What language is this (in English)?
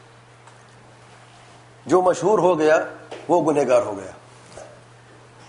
Urdu